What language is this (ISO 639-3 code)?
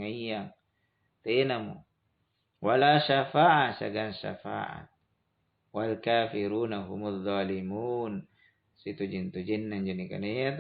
mak